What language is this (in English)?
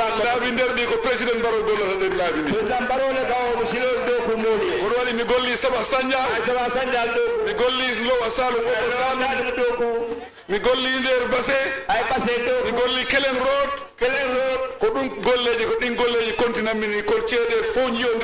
Fula